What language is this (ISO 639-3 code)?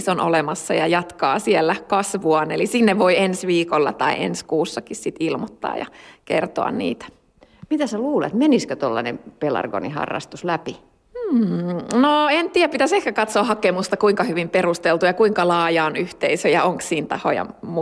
fin